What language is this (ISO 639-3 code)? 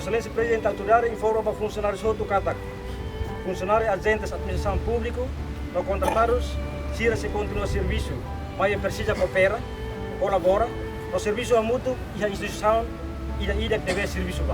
tet